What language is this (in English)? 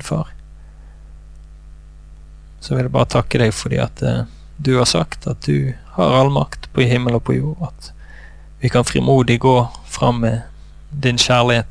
Norwegian